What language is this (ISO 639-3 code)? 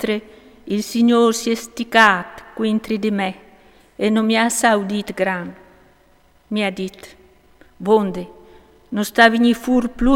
fur